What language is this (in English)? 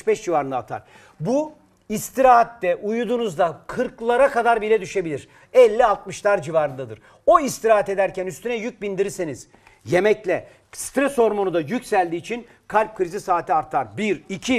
Turkish